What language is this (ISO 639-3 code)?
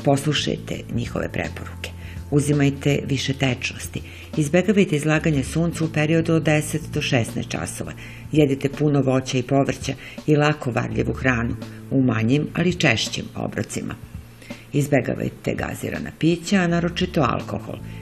srp